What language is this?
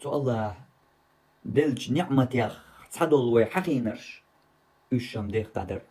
Chechen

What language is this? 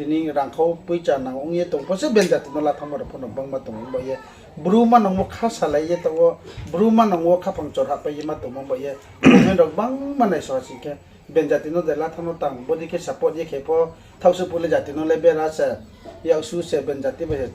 Riang (India)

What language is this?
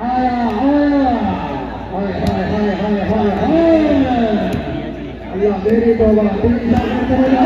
Saraiki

